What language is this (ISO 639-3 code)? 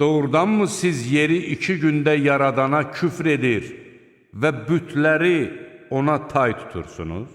aze